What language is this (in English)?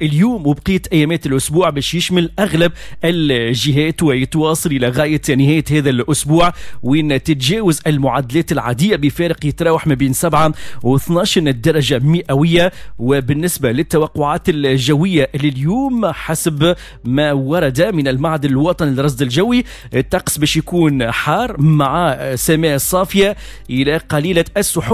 Tunisian Arabic